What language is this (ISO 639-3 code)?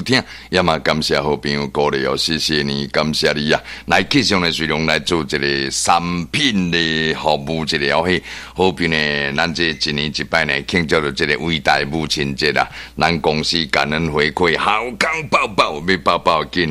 nan